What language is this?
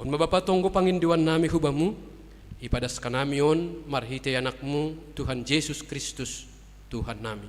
Batak Simalungun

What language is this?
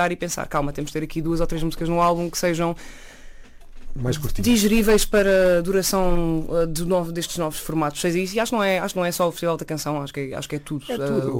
Portuguese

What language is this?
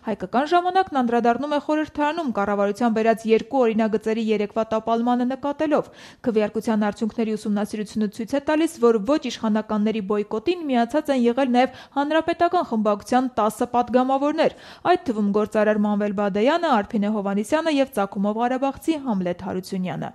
Armenian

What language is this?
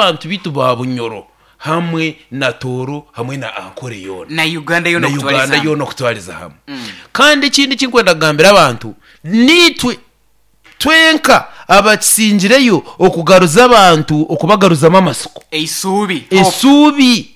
Nyankole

